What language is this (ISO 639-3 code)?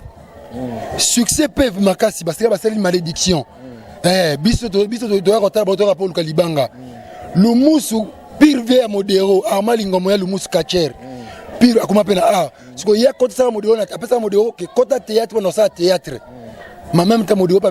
lin